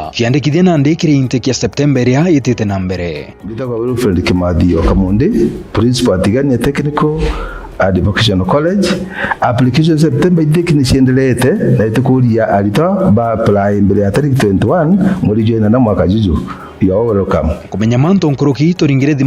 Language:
Meru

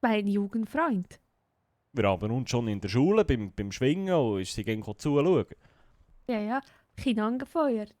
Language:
Swiss German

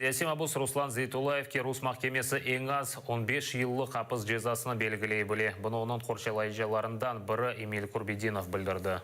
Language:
Crimean Tatar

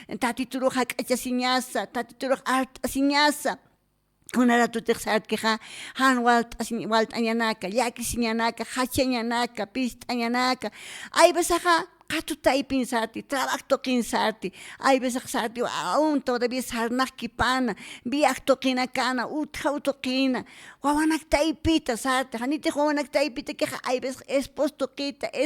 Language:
Aymara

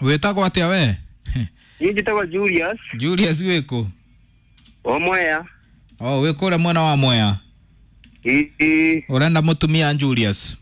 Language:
Kikuyu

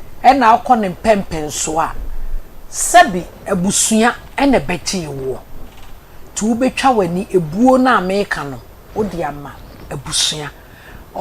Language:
Akan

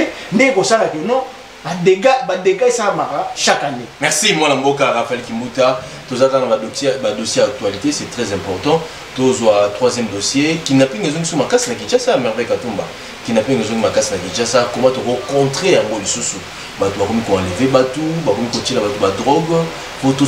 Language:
Lingala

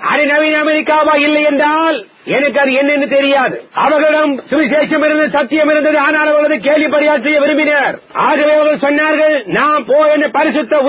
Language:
Tamil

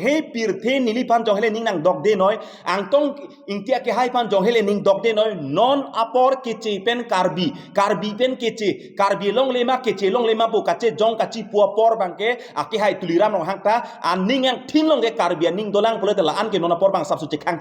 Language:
Karbi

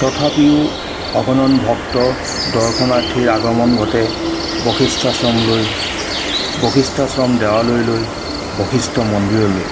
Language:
Assamese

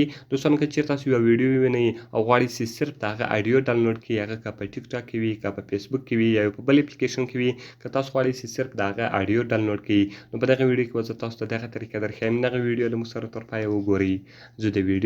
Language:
Pashto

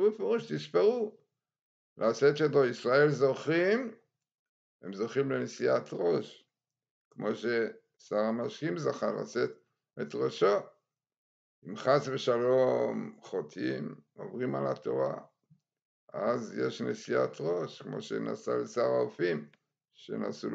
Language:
Hebrew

